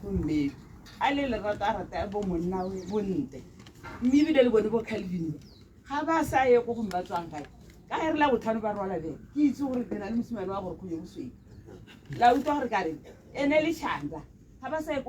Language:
Tswana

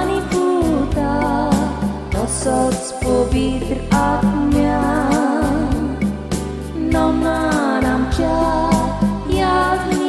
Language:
Konkani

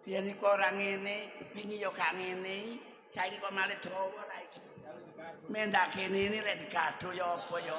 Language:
Javanese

